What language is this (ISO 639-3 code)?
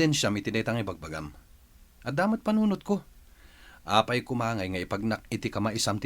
ilo